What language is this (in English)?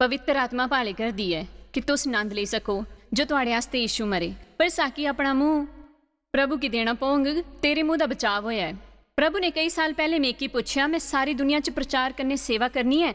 Dogri